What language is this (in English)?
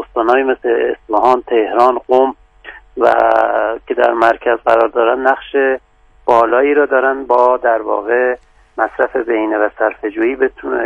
Persian